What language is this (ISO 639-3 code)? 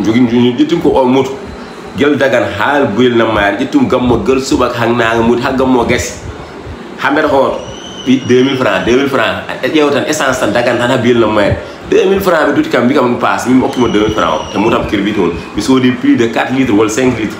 ful